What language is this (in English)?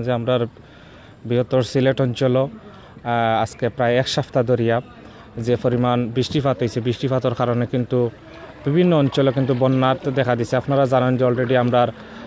Sylheti